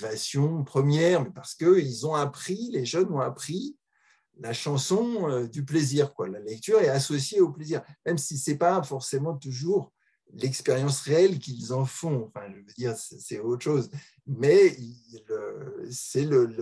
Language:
French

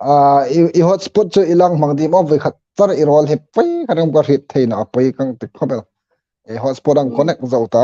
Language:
Hmar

